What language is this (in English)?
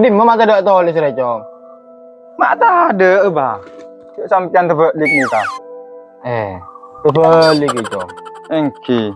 Madurese